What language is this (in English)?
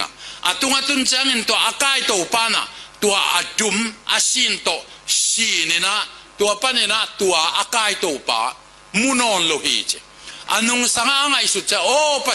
Tedim Chin